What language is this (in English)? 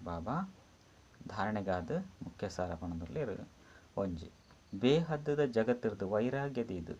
Tulu